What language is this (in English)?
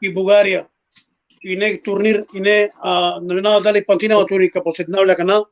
Balkan Romani